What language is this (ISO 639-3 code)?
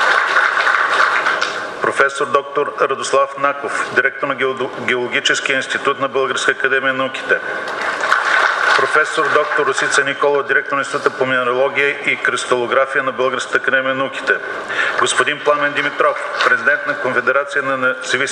bul